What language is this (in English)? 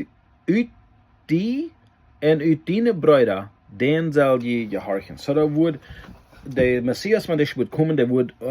Plautdietsch